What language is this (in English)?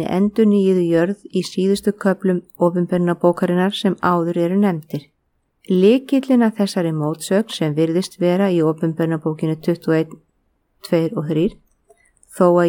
Icelandic